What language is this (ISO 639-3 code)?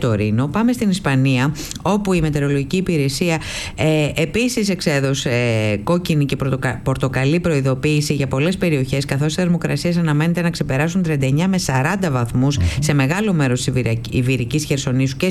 ell